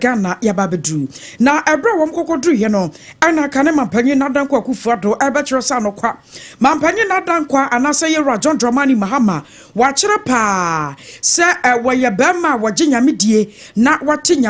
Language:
Akan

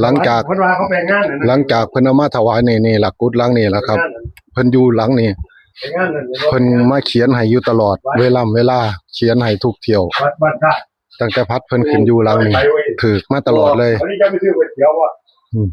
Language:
Northeastern Thai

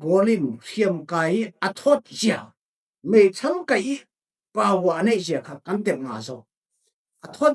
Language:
Falam Chin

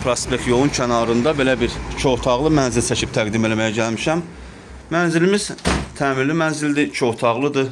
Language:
Azerbaijani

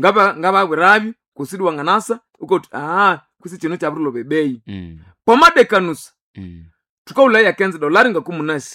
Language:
Nande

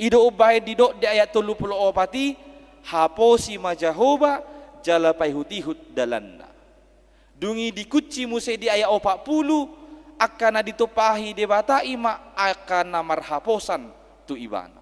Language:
Batak Toba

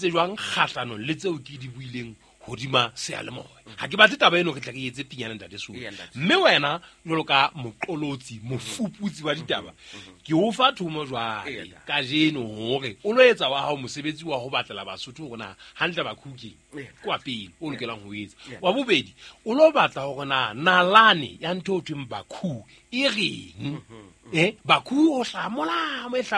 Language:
Southern Sotho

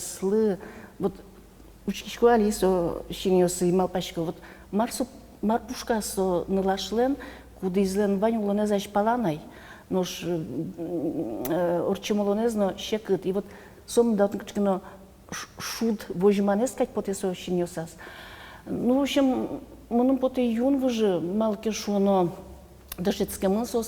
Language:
Udmurt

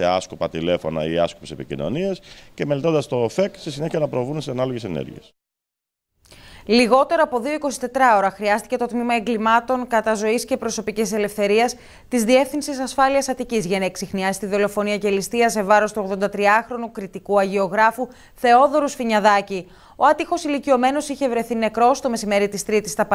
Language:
Greek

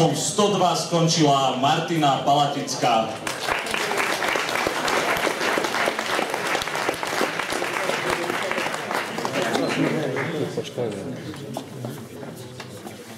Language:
Slovak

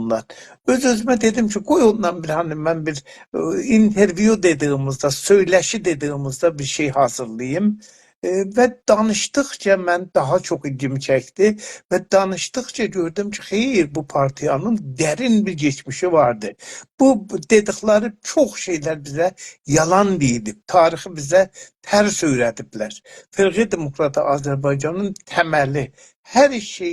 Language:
South Azerbaijani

